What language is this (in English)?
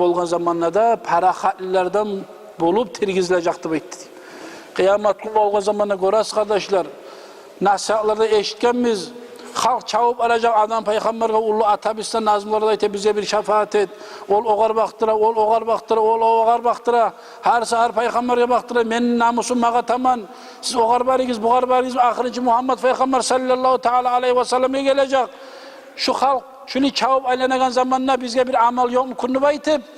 Kumyk